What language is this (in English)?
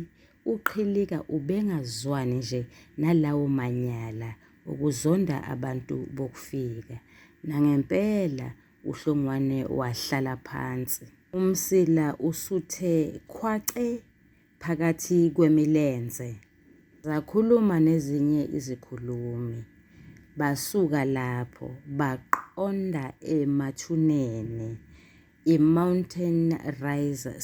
Zulu